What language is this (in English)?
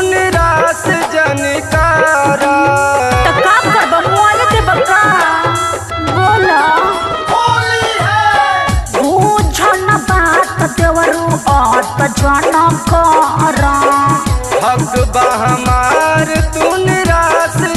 Bhojpuri